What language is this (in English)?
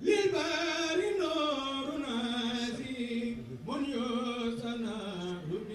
Wolof